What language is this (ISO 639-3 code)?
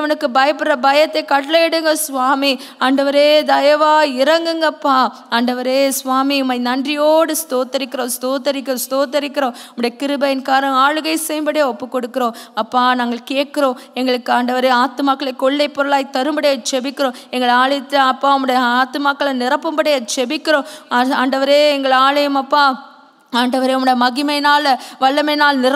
tam